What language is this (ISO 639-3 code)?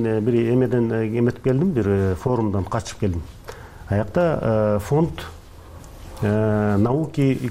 kir